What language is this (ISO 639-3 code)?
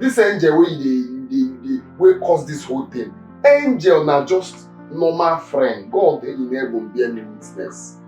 pcm